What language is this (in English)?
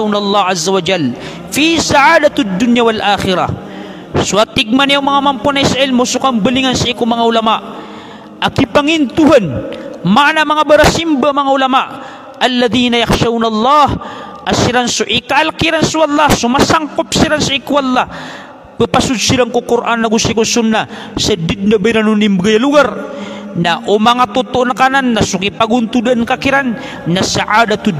Maranao